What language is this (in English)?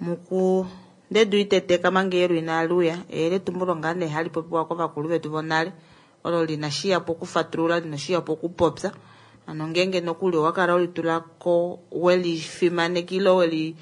Kuanyama